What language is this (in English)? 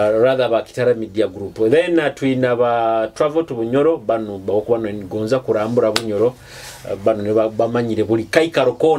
Nyoro